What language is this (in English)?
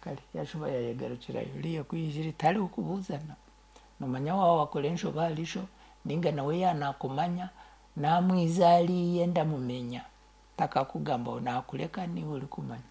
Nyankole